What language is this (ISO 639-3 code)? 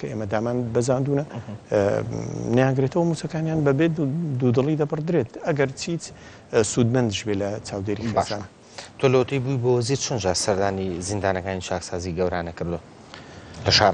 ckb